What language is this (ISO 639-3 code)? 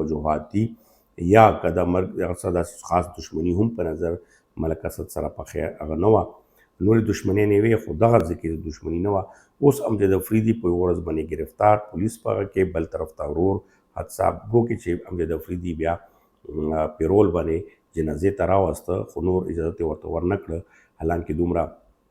pus